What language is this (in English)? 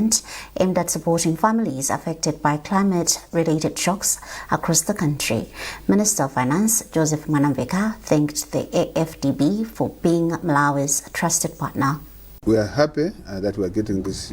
English